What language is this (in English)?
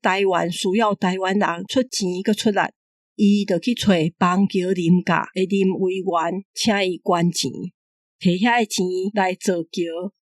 Min Nan Chinese